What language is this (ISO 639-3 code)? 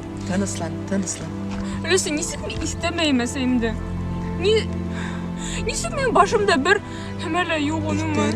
bak